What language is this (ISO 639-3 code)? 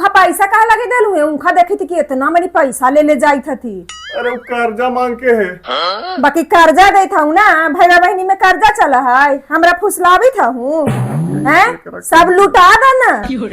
mag